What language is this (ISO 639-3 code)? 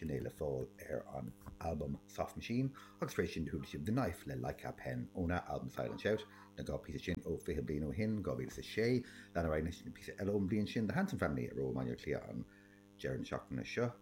gle